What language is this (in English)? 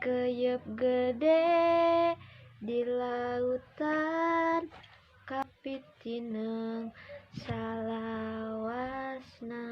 Sundanese